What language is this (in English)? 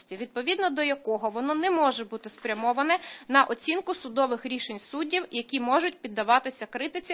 Ukrainian